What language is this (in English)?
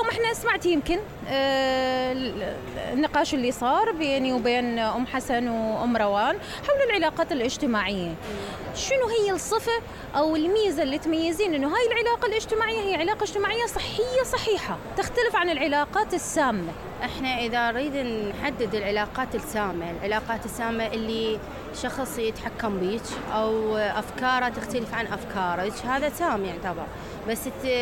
Mesopotamian Arabic